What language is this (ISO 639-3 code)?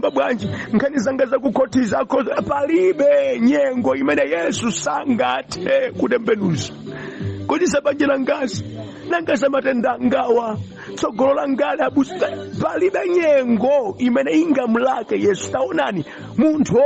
nya